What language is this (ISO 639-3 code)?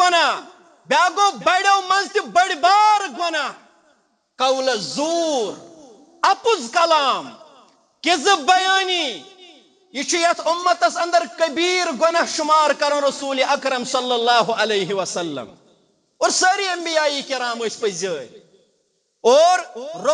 kas